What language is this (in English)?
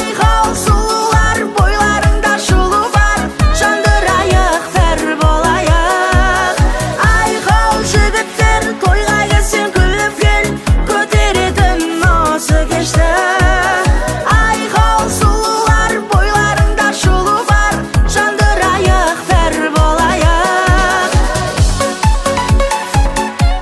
Kazakh